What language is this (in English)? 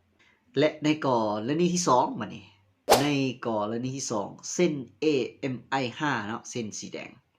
Lao